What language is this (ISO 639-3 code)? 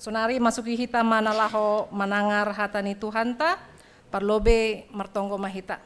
bts